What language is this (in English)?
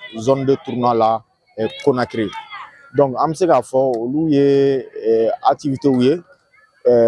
Bambara